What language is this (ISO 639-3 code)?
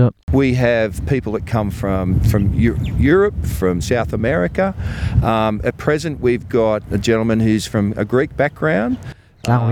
cnh